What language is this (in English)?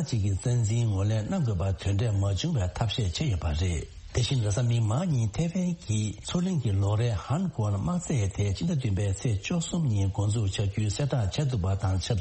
Tibetan